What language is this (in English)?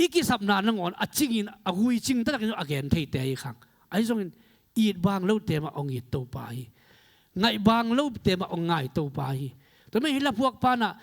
Tedim Chin